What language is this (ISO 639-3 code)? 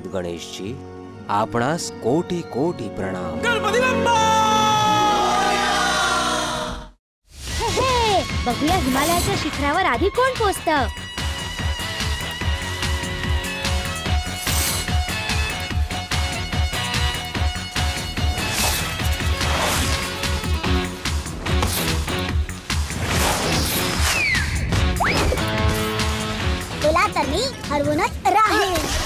mar